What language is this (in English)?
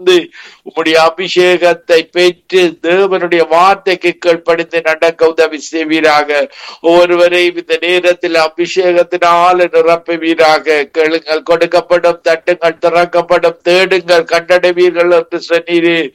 Tamil